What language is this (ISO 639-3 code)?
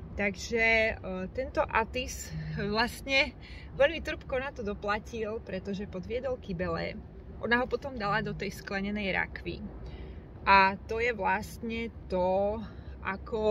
slk